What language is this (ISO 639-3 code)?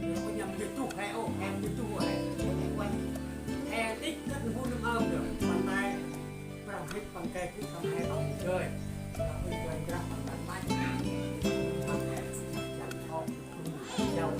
cmo